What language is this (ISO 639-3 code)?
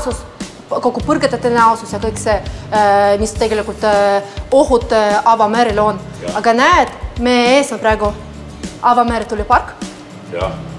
est